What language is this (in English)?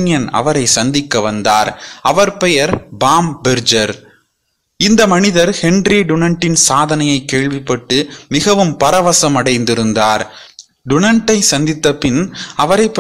Tamil